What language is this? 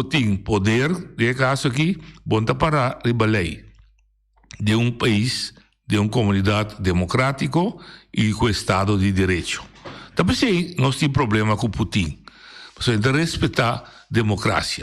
Papiamento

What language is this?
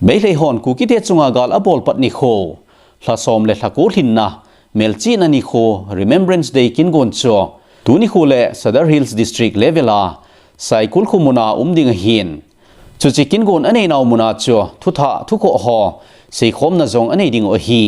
Thado Chin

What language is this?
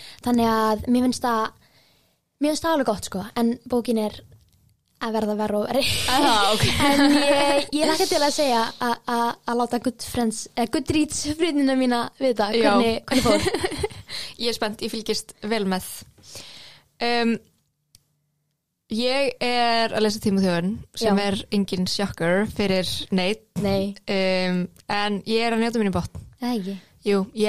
Icelandic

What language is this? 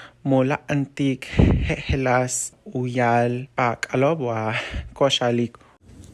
Yucateco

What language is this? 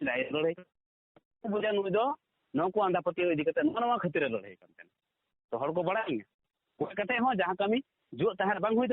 Santali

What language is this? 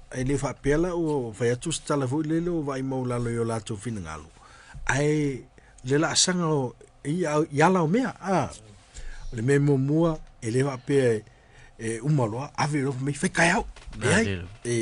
Samoan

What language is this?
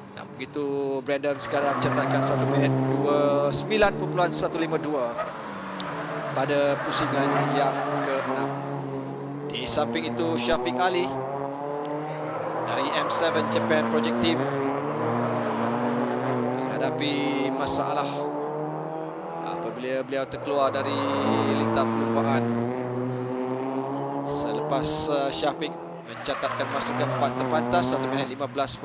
Malay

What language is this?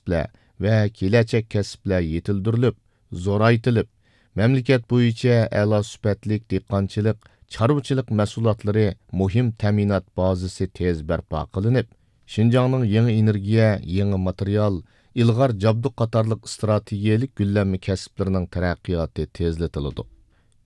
Uyghur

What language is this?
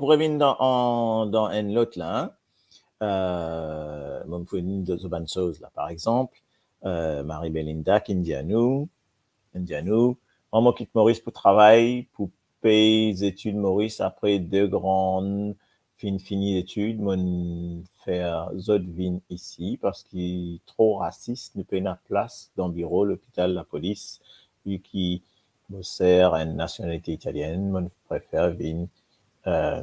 Morisyen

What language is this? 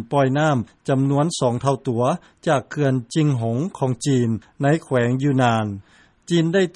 Lao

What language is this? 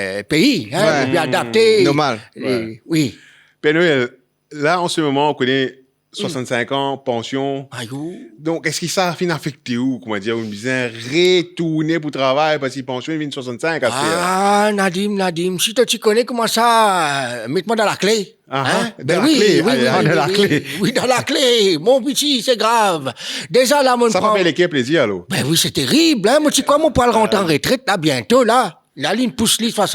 Morisyen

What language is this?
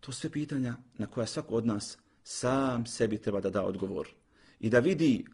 Bosnian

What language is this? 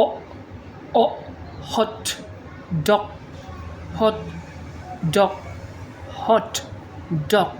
Falam Chin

